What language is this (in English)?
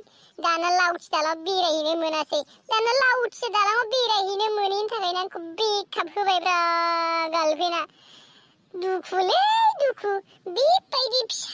Bodo